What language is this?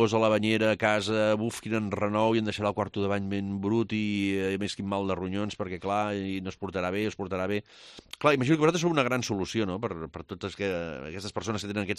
Catalan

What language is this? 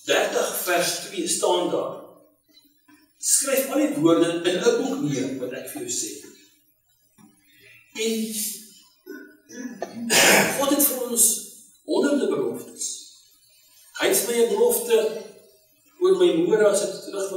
Afrikaans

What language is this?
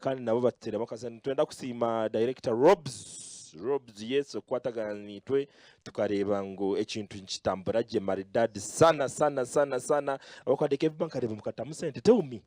Nyankole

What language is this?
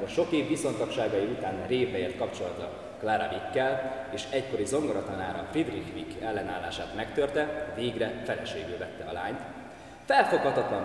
Hungarian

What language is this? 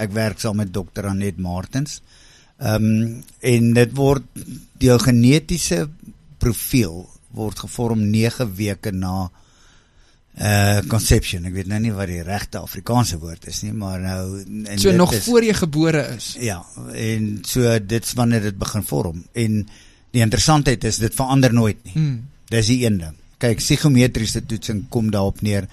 Afrikaans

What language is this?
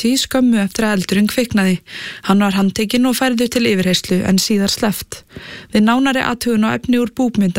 Icelandic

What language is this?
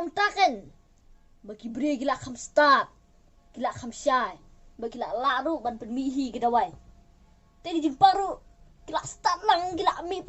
Khasi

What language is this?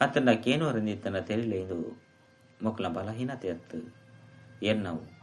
Tulu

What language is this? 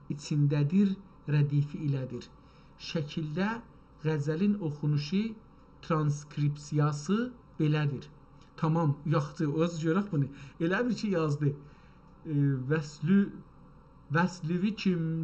South Azerbaijani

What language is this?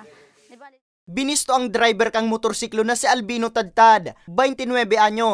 Bikol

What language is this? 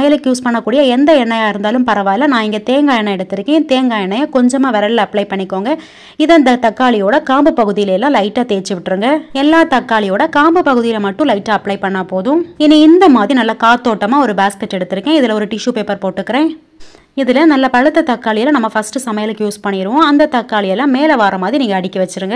Tamil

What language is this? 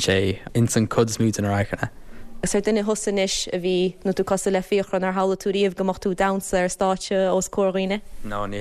Irish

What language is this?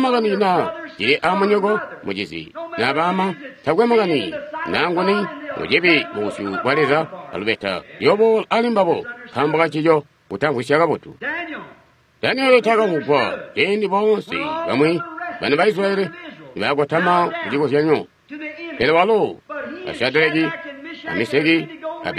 Tonga (Zambia)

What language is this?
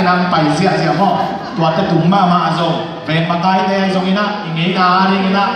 Tedim Chin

